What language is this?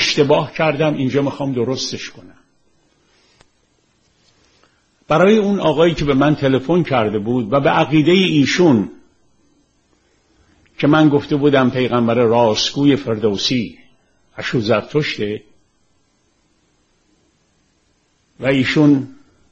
Persian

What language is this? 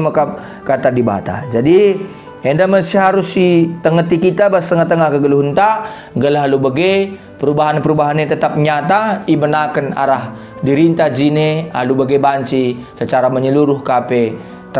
Batak Karo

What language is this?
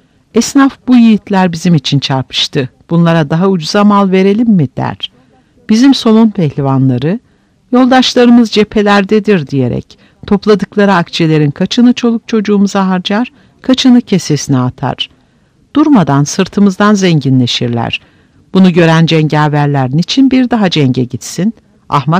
Turkish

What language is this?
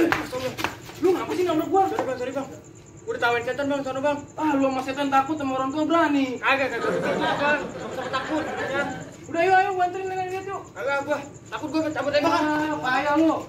Betawi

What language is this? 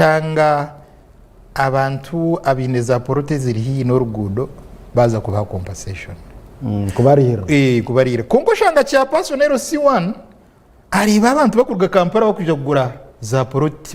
Nyankole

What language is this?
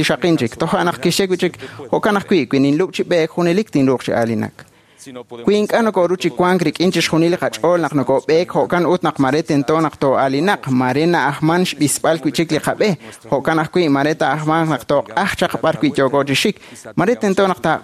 Kekchí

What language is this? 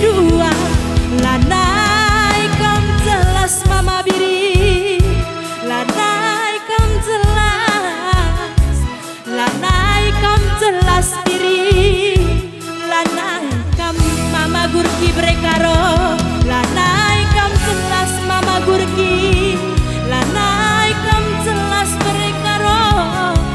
Batak Karo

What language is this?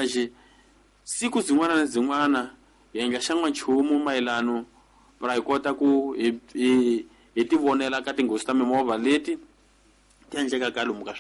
Tsonga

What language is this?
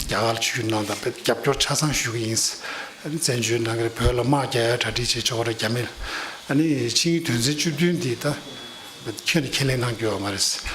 Tibetan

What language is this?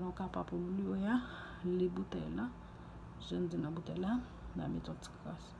Haitian Creole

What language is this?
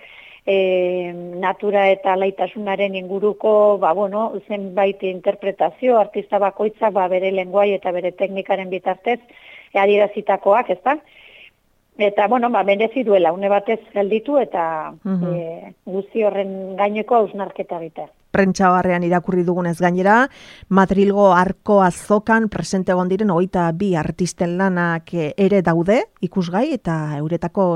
Basque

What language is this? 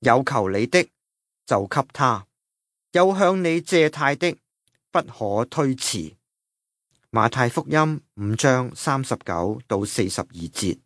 Cantonese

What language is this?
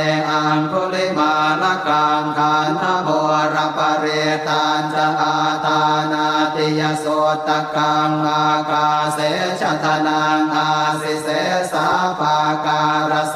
Pali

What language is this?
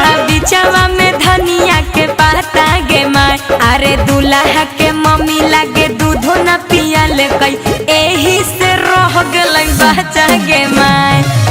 Magahi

